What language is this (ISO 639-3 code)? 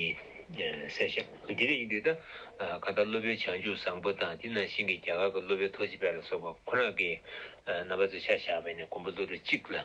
bod